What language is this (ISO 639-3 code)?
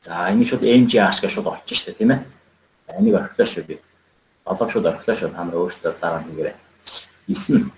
mon